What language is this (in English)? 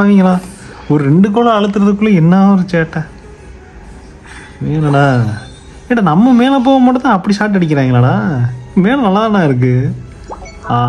Tamil